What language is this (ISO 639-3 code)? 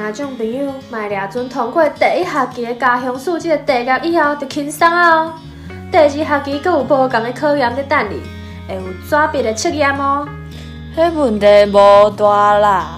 nan